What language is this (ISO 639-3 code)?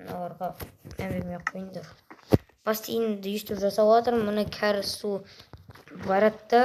kaz